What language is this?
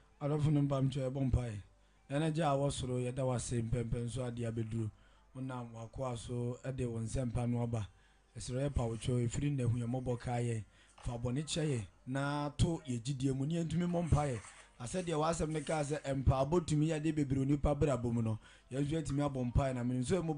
Akan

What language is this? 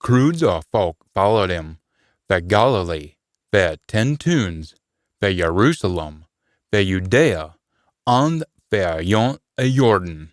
Scots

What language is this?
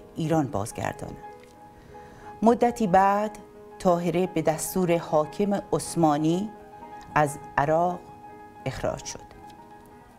Persian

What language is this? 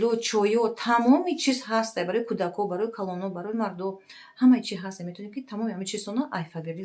Tajik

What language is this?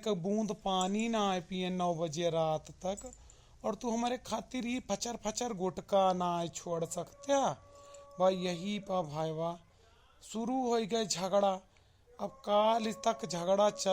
Awadhi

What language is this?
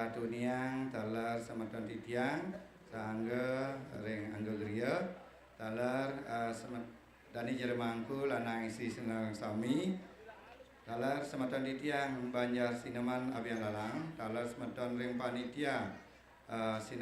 Balinese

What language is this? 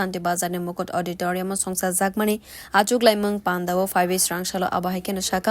Kok Borok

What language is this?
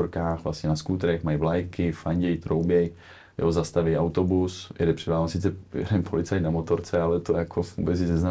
Czech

